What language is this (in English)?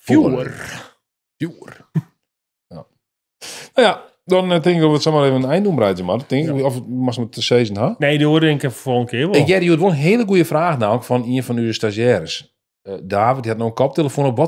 Western Frisian